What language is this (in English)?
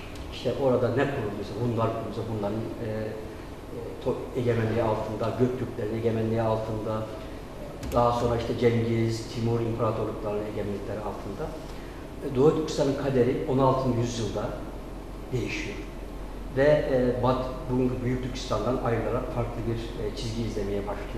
Turkish